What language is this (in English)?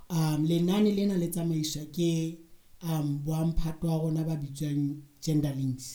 Southern Sotho